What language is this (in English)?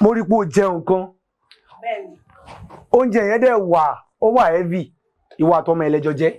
Yoruba